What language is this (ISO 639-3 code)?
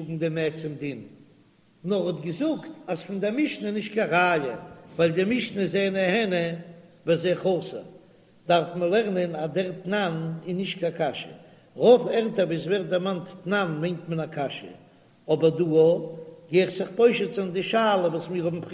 yid